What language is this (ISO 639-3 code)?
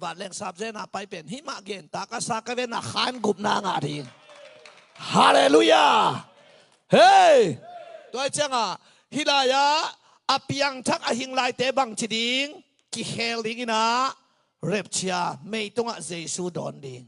ctd